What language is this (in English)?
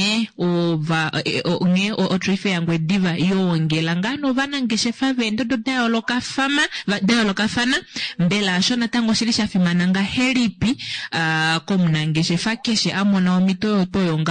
Kuanyama